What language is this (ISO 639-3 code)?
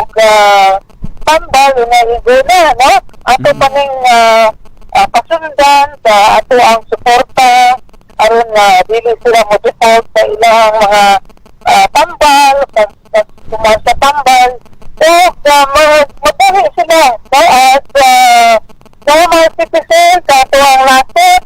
ceb